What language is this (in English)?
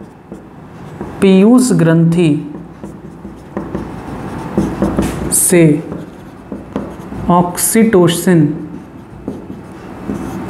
Hindi